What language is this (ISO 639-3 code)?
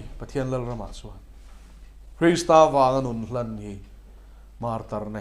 lus